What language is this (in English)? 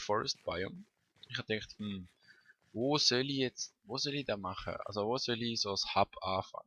Swiss German